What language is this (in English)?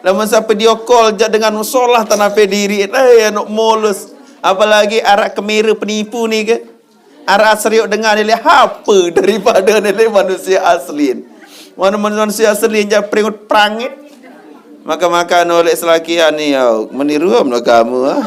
Sasak